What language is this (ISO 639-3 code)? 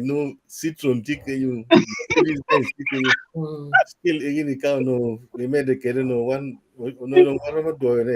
ach